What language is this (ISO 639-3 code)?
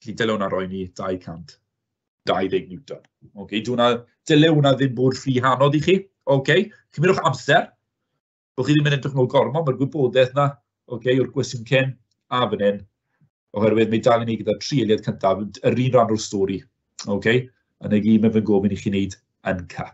cym